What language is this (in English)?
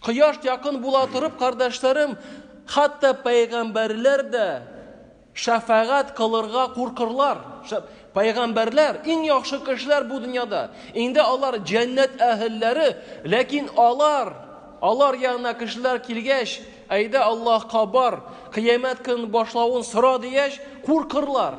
Tatar